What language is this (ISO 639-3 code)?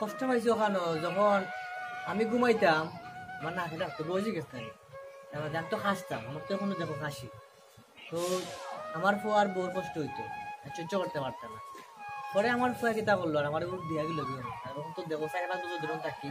syl